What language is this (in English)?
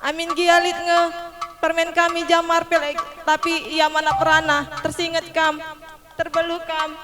Batak Karo